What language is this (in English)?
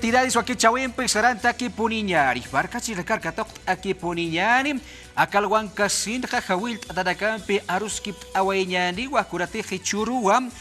Aymara